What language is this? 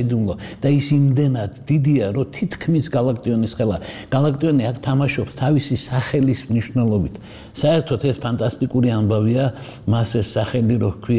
Georgian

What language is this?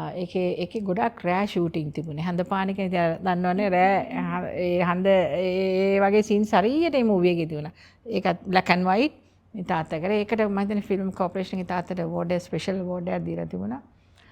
Sinhala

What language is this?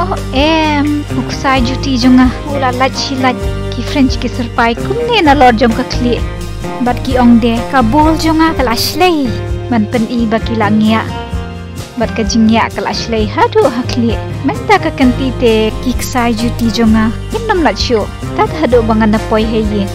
Khasi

